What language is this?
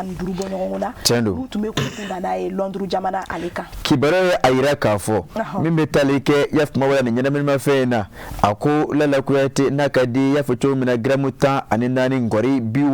Bambara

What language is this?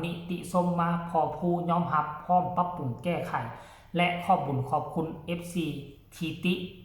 Northeastern Thai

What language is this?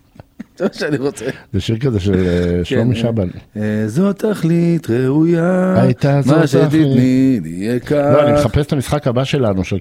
Hebrew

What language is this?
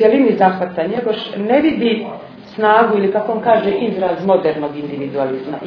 Serbian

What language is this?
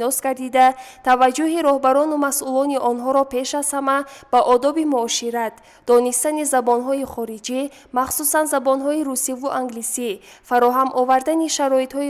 Tajik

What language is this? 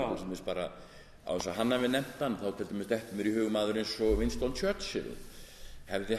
Icelandic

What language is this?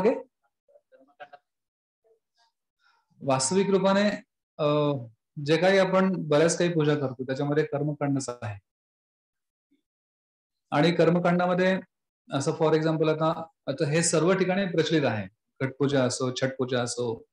Marathi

